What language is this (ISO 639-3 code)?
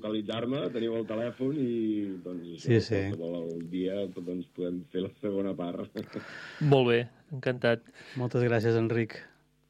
cat